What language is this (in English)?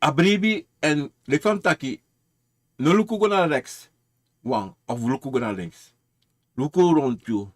Sranan Tongo